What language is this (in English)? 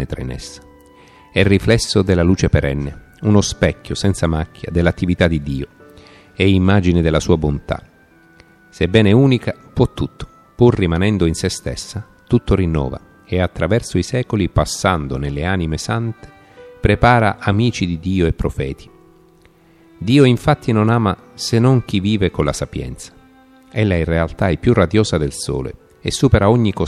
Italian